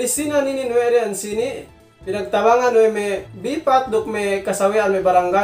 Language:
Yakan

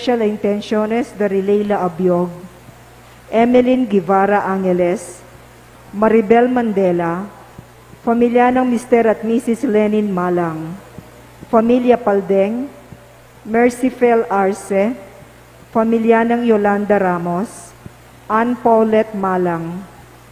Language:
Pampanga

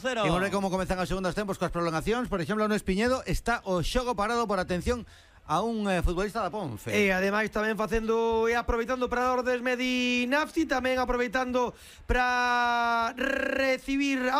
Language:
Galician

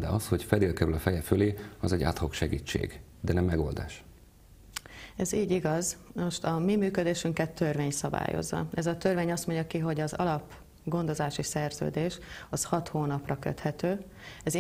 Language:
Hungarian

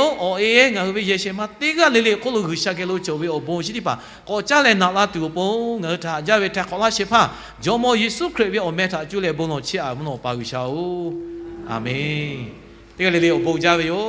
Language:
Lahu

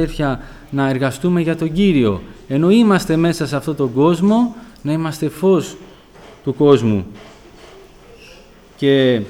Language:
Greek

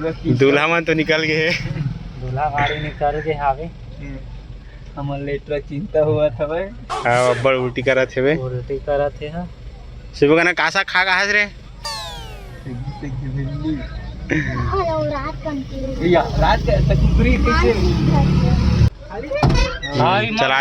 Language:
Chhattisgarhi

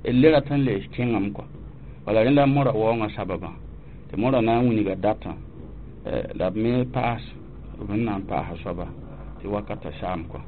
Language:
Mossi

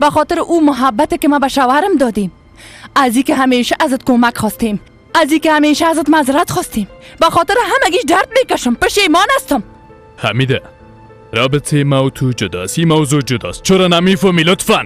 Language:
Persian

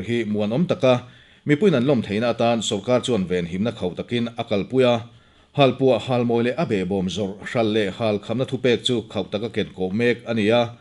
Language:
Mizo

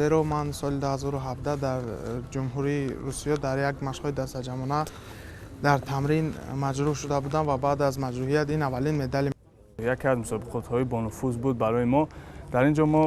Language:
Tajik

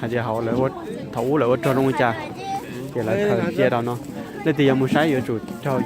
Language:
Hmong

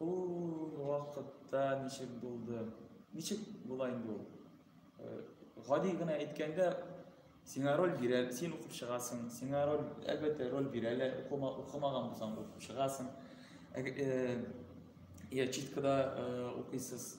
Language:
Tatar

